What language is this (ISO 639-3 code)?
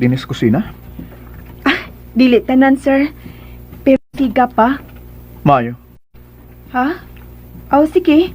ceb